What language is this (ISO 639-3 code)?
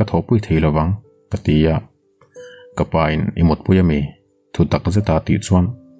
lus